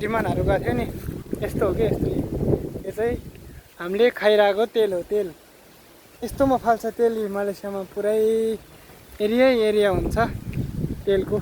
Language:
Nepali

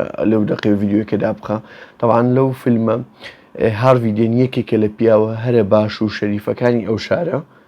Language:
Central Kurdish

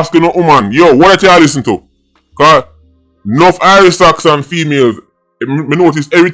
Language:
Jamaican Creole English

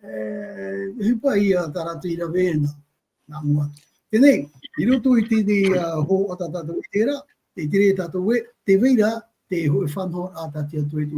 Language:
Tahitian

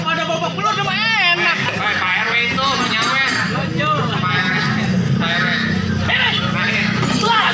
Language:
Betawi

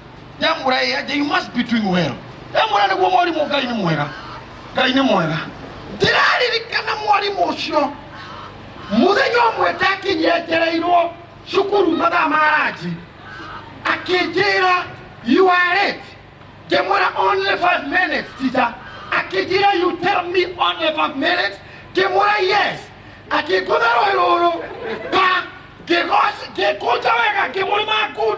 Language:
Kikuyu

